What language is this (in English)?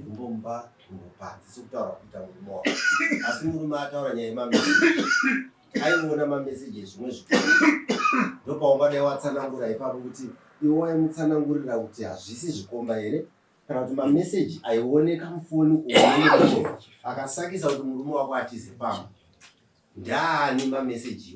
Shona